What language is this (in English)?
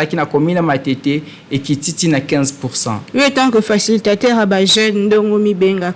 Lingala